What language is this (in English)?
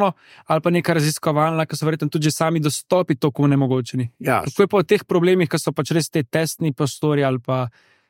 Slovenian